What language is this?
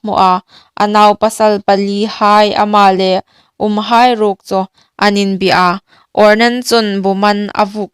Hmar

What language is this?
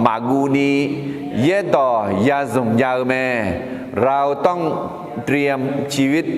Akha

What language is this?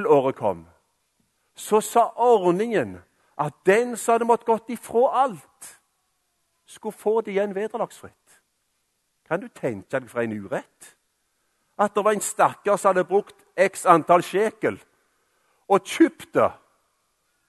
Norwegian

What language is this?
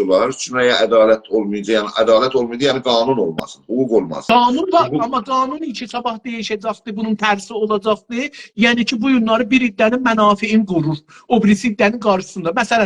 South Azerbaijani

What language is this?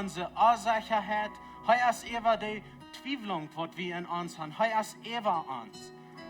Plautdietsch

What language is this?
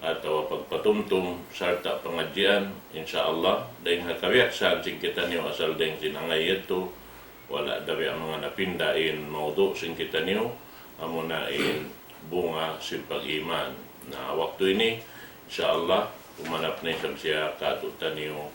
Tausug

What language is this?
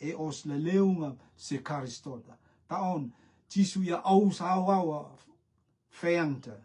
Rotuman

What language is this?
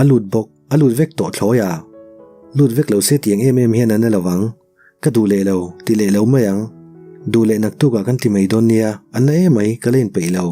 Mizo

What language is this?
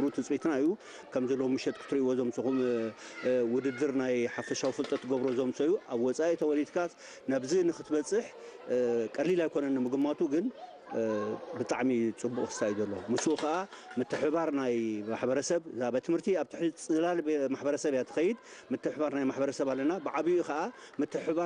Tigrinya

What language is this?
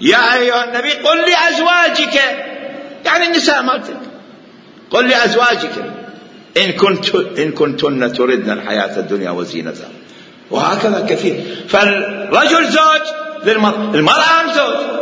Mesopotamian Arabic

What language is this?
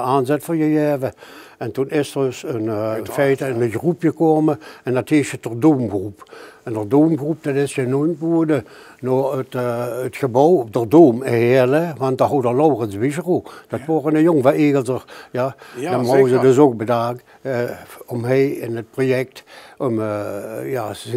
Limburgish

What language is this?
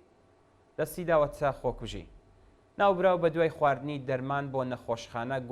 Central Kurdish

